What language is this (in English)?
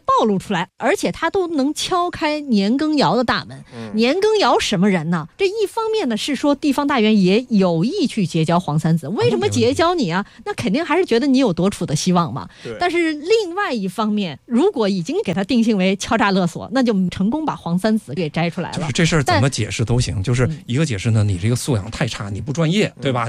Chinese